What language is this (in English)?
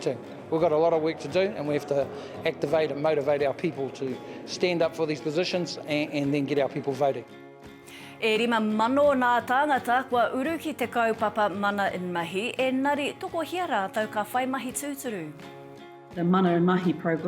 Māori